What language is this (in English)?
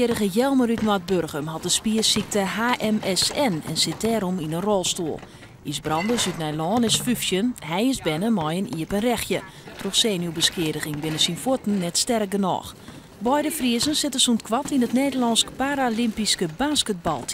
Western Frisian